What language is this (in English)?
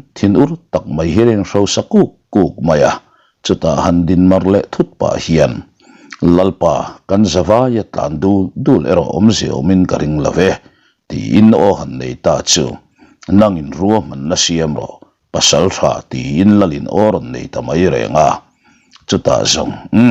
Mizo